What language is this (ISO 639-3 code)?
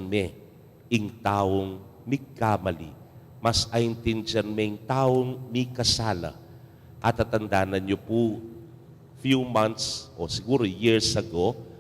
pam